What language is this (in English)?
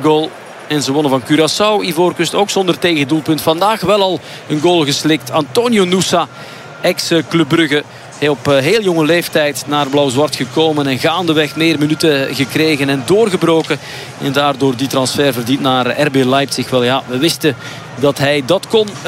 Dutch